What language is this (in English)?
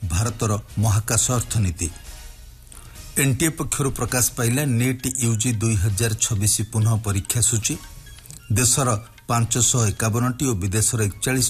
Odia